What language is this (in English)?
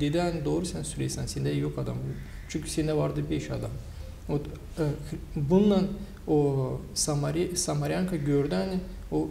Gagauz